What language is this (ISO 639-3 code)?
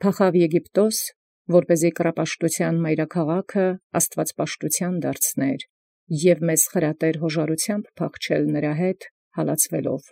hye